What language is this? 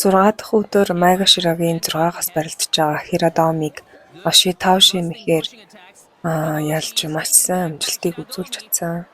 Mongolian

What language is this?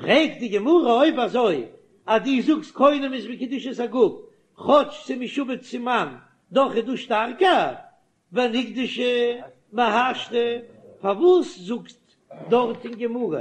Yiddish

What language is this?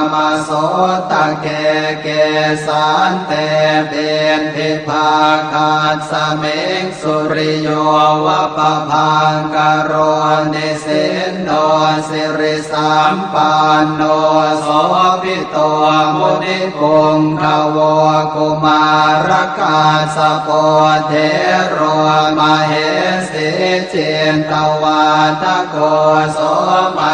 Pali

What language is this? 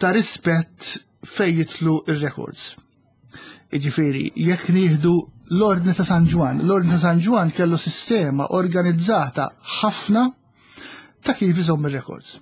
Maltese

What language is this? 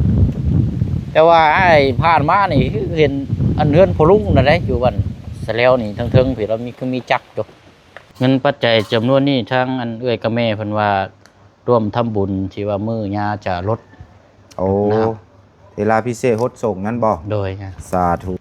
Lao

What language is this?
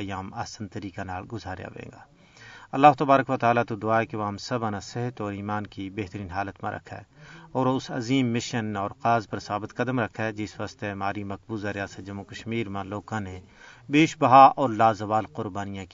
Gujari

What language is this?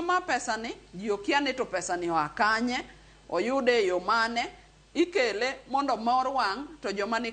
Luo (Kenya and Tanzania)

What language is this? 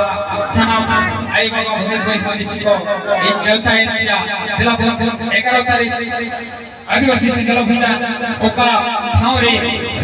Santali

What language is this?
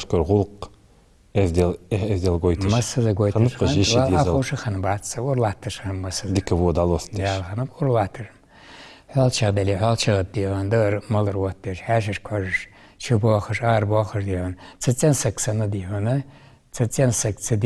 Ingush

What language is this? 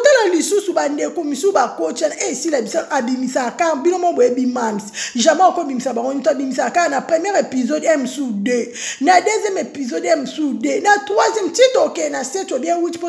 Lingala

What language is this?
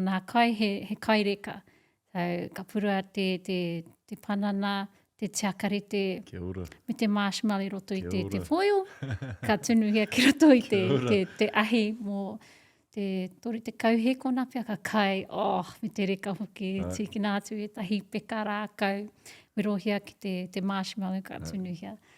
Māori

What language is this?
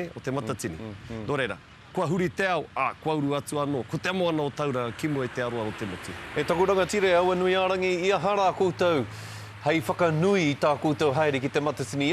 Māori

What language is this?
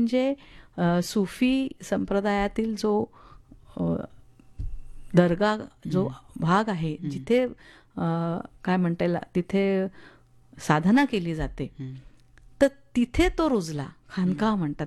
Marathi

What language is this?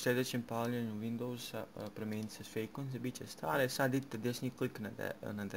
Bosnian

